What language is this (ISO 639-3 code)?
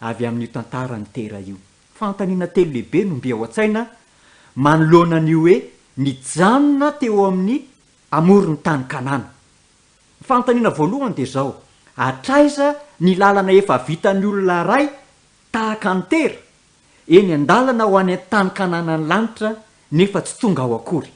mlg